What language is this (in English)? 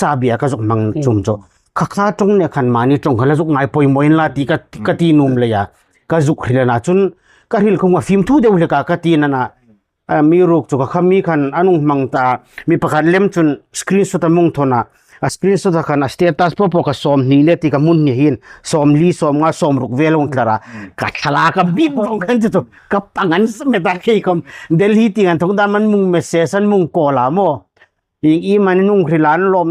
Hmar